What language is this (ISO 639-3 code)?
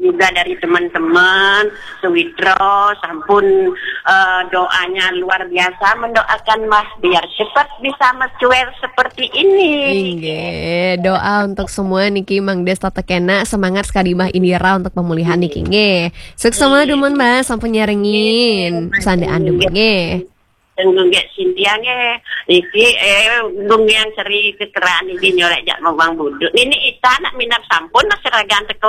ban